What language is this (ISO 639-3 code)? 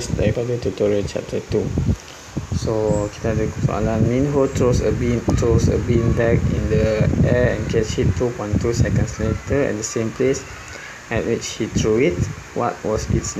msa